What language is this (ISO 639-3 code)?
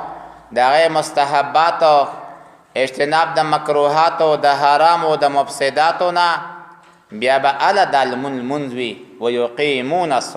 pus